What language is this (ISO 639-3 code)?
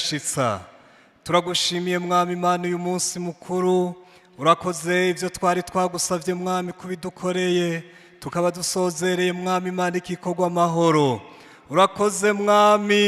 run